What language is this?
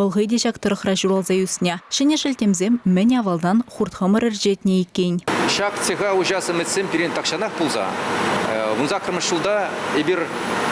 Chuvash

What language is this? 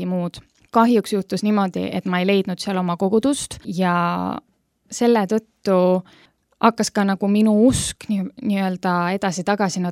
Estonian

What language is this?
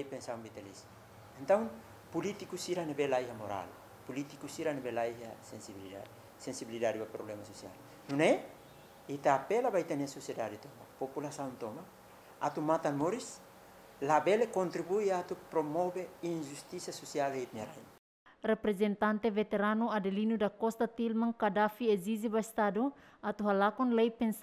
Tetum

